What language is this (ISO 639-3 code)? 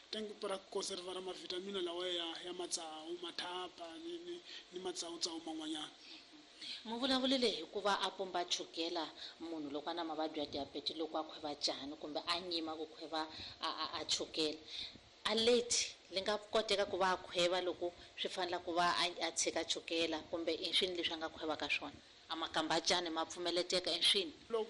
tso